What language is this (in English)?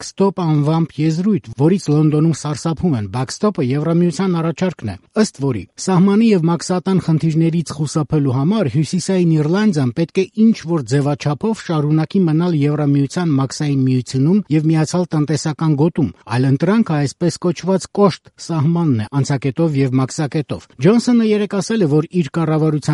Armenian